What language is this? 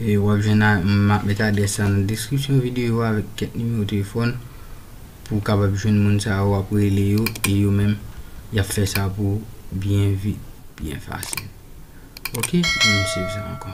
Haitian Creole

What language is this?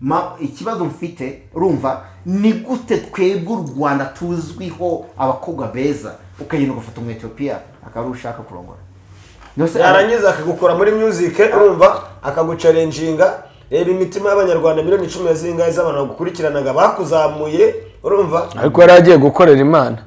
Kinyarwanda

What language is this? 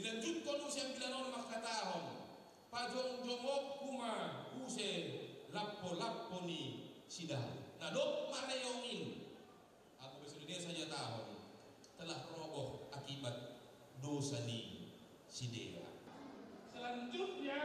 Batak Simalungun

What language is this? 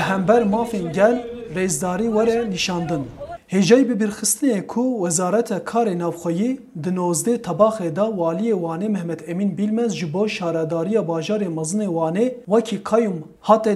Kurdish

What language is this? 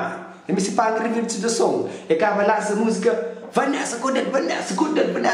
Kabuverdianu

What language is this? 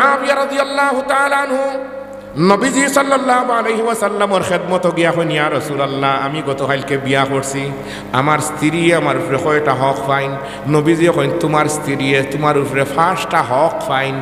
Sylheti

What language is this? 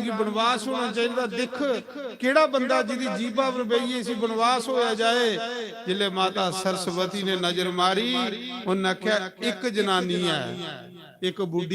Dogri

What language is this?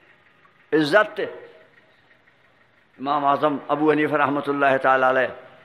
Urdu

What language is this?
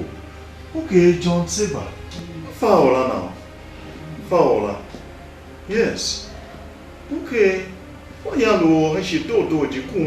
Tiv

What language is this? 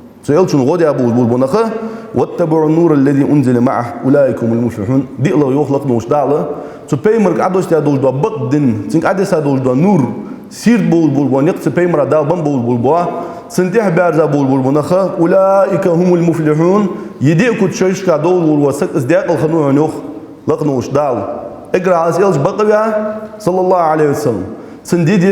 Ingush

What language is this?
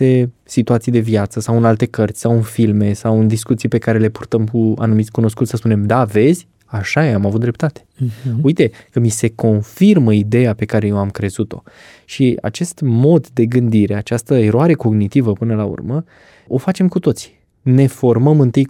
Romanian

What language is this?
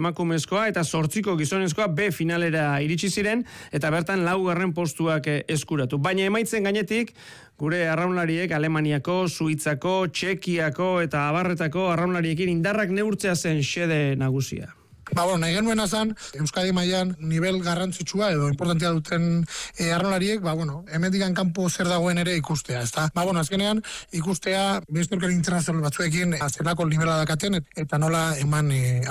Basque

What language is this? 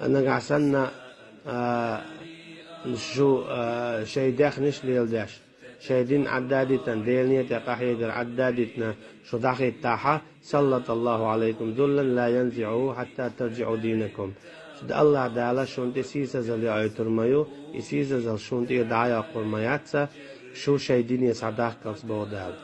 Chechen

